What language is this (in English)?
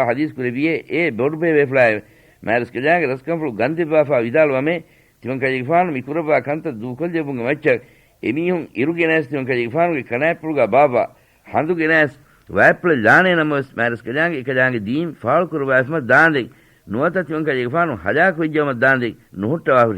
Divehi